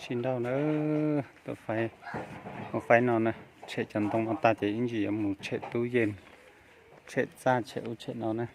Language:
Hmong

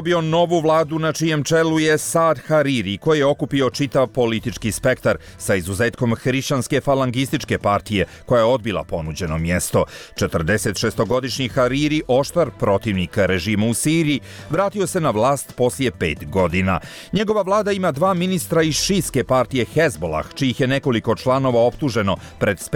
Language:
Croatian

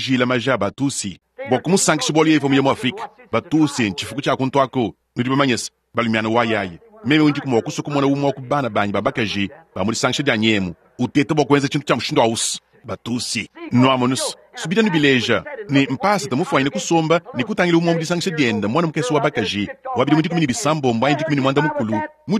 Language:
Luba-Lulua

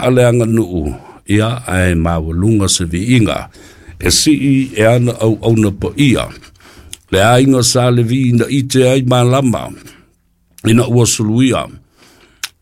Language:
Samoan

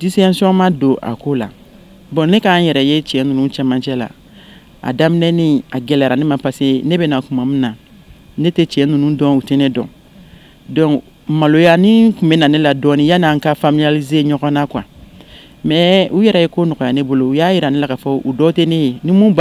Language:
Bambara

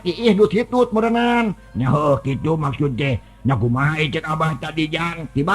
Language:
Sundanese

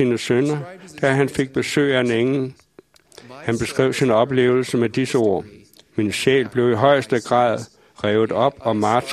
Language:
Danish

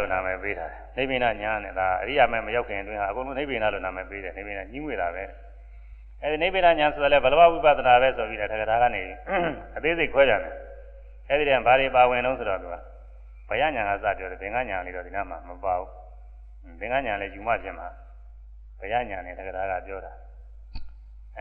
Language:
Burmese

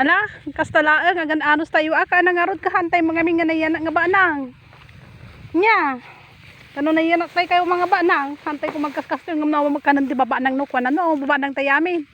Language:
Iloko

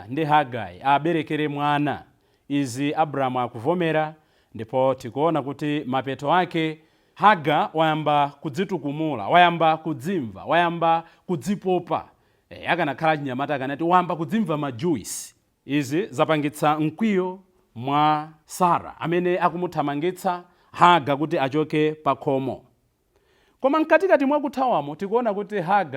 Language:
Nyanja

